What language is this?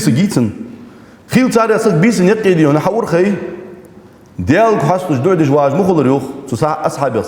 Ingush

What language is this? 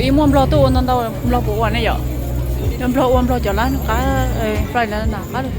Hmong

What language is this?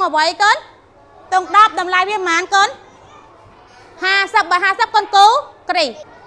Khmer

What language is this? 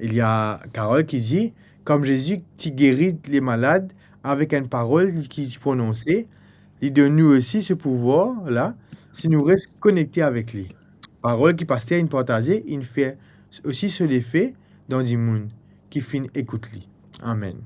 Morisyen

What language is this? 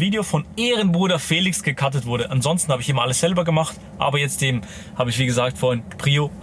Swiss German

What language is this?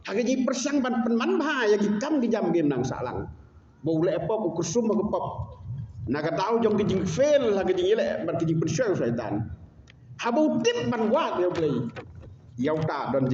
Khasi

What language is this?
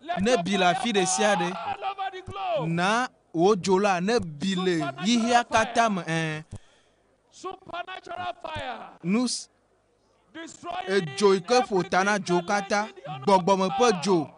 Ewe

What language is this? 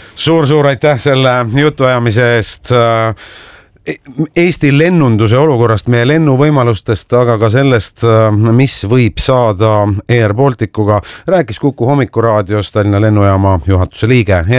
Estonian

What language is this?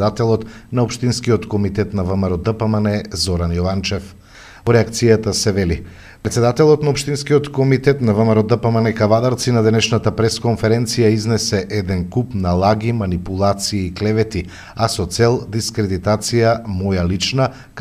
Macedonian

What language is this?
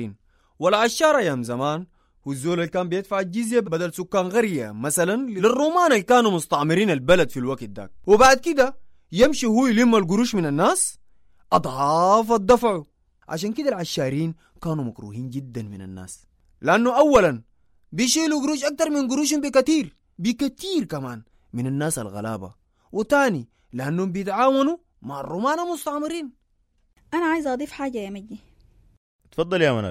Sudanese Arabic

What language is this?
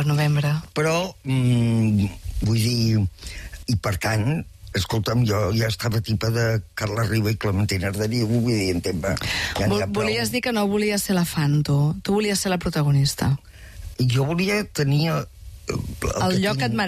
Catalan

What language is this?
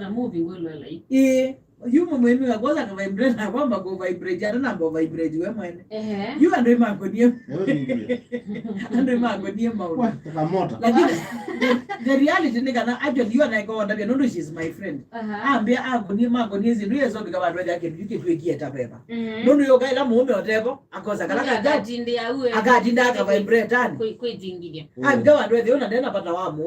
Kamba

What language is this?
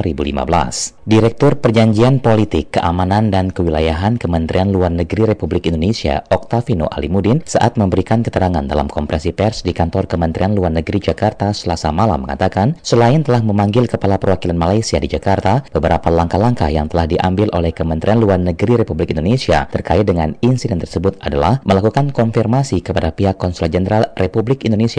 Indonesian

